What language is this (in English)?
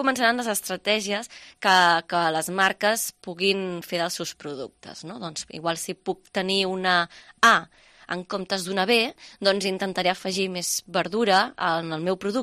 Catalan